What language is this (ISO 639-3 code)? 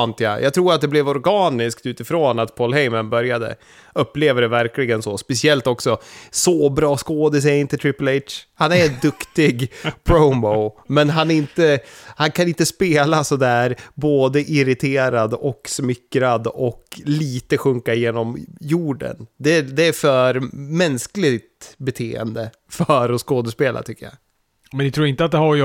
swe